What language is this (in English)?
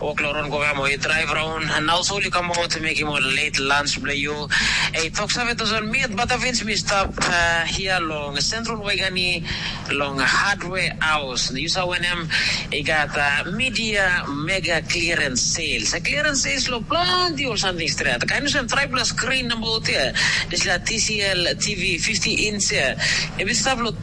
Tok Pisin